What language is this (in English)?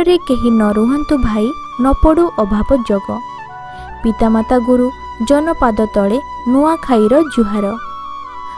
Odia